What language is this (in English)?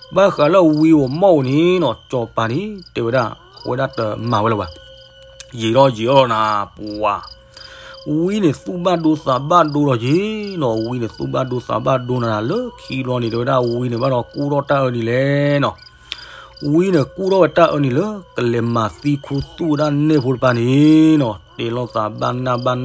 S'gaw Karen